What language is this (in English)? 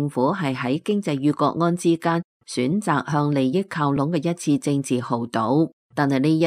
Cantonese